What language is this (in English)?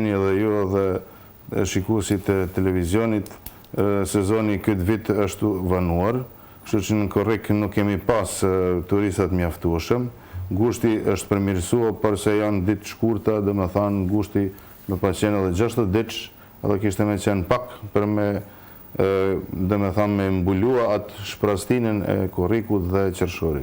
Albanian